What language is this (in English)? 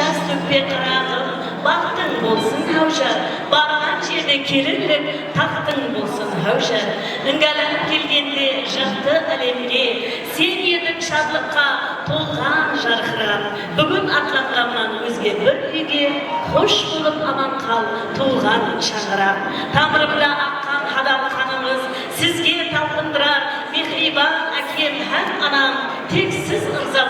Kara-Kalpak